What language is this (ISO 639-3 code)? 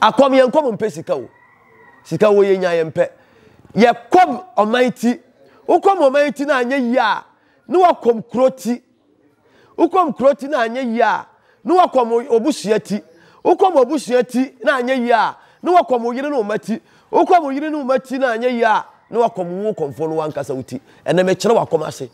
aka